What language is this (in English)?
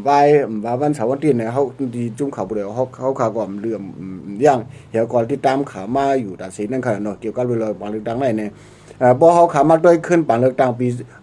Shan